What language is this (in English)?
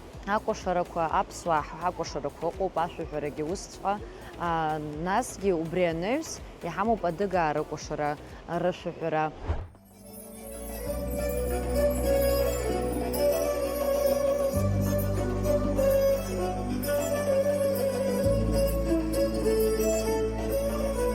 Abkhazian